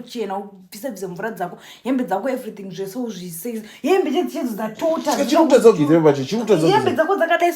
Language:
Shona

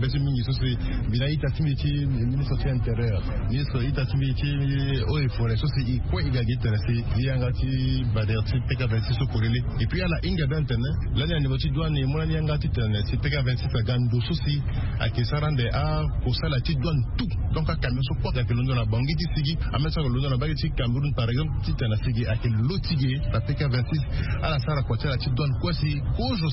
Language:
Sango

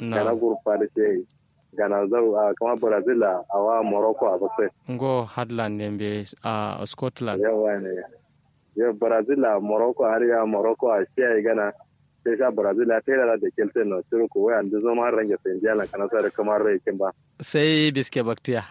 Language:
Kanuri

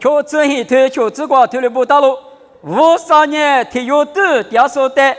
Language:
Lisu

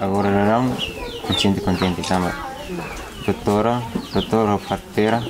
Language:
Tetum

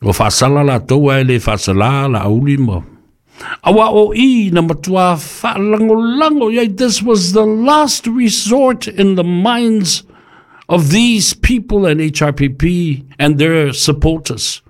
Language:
Samoan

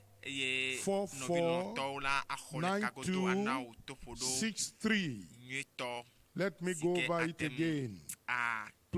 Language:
Ewe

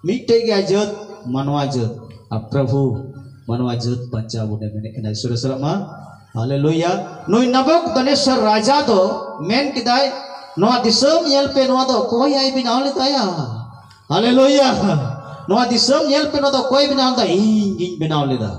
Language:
Santali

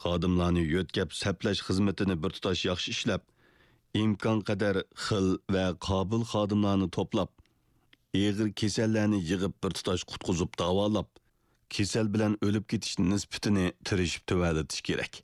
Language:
Uyghur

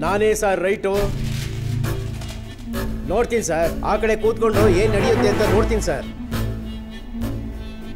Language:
Kannada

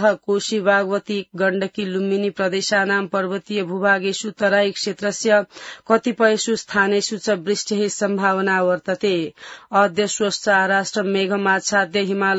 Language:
Sanskrit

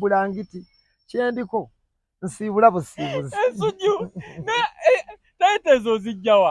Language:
Ganda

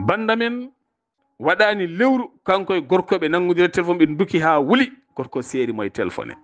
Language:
Fula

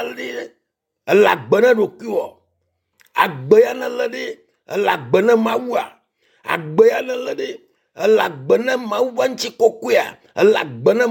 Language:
Ewe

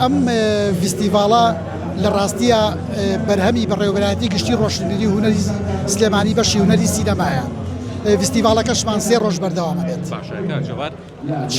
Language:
Central Kurdish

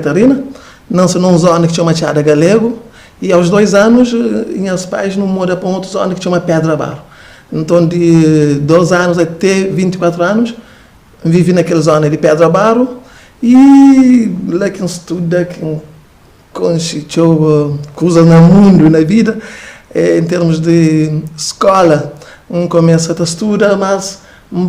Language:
Kabuverdianu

